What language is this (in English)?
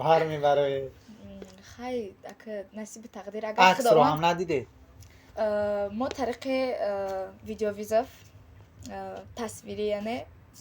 Tajik